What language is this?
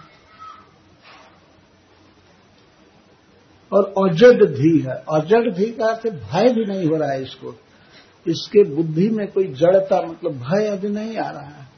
Hindi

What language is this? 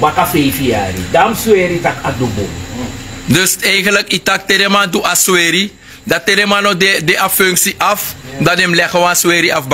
Sranan Tongo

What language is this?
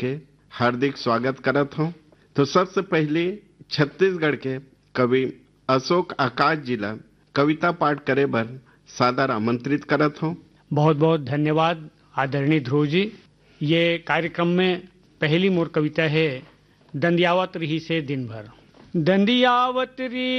Chhattisgarhi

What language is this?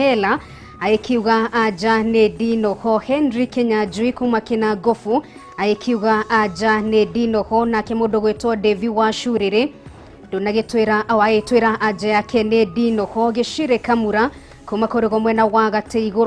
Kikuyu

